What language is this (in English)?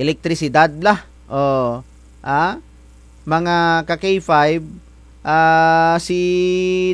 Kinaray-a